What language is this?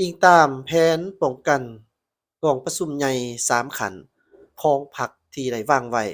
Lao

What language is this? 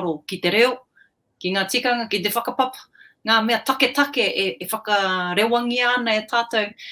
Māori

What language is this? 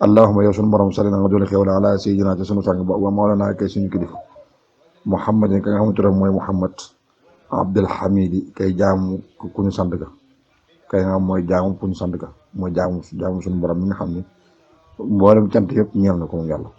Wolof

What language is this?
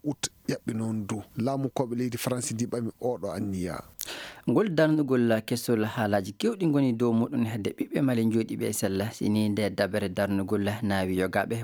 Fula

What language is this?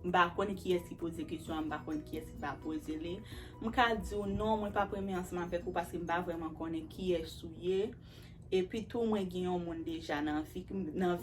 Haitian Creole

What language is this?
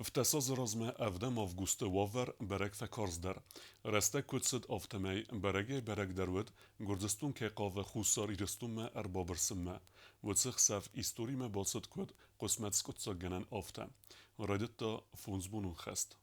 Ossetic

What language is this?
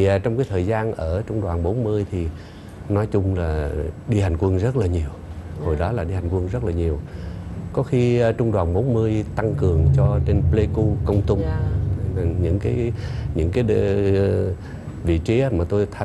Vietnamese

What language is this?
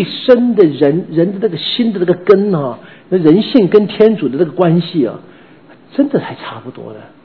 Chinese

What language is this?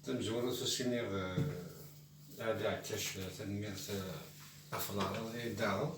Kabyle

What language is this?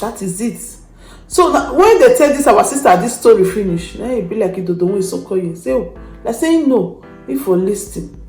Nigerian Pidgin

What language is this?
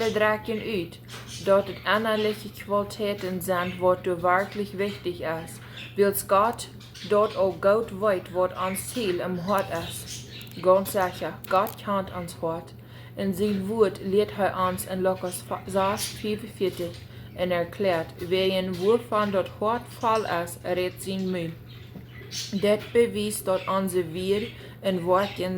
Plautdietsch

